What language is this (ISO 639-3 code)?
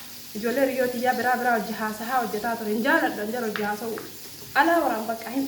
orm